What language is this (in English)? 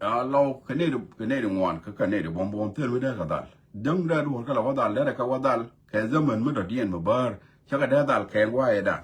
Nuer